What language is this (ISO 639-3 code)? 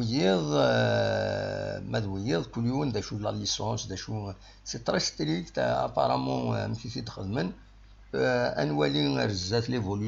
kab